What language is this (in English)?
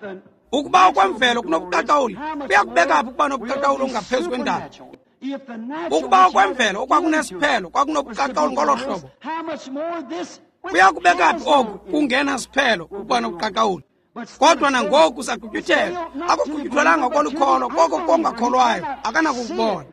Xhosa